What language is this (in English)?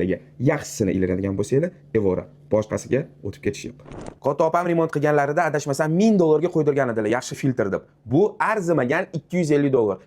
Uzbek